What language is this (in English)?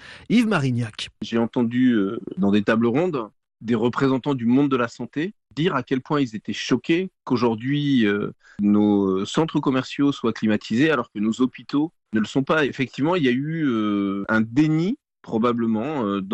French